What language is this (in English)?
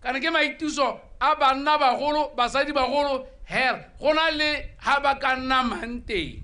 Tswana